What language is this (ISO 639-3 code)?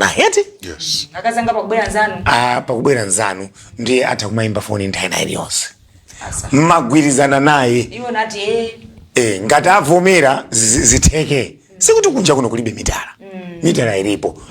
nya